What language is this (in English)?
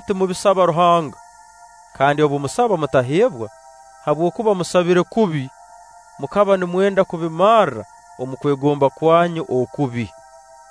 Nyoro